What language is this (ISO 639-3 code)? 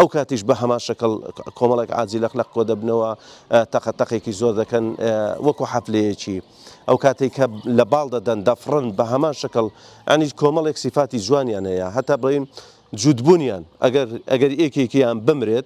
ckb